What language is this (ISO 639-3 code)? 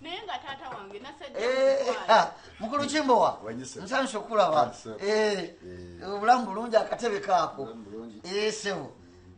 lug